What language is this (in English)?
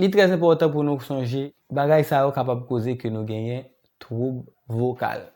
Haitian Creole